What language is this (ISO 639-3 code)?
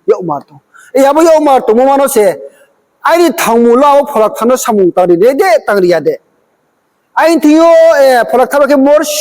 ria